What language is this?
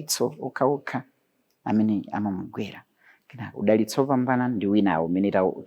Nyanja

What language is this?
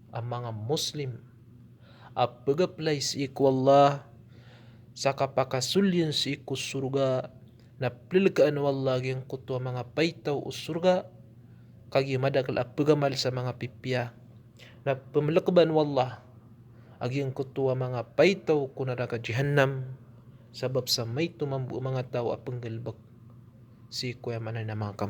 Maranao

